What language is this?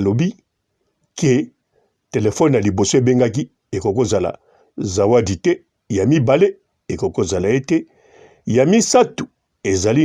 Lingala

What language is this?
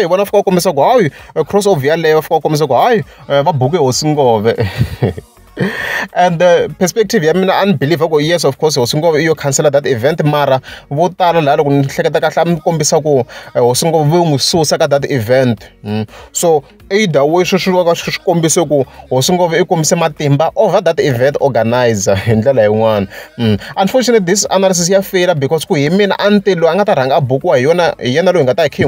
Tsonga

